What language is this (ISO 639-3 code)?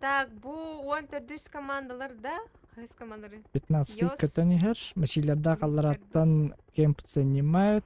sah